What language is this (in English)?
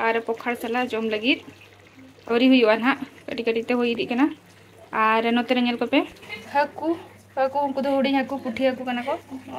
Santali